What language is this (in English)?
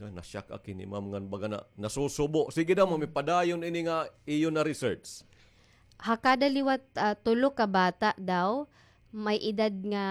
Waray